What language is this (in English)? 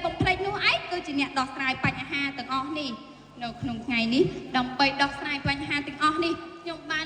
Khmer